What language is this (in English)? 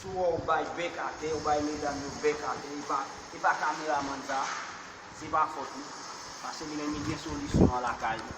Haitian Creole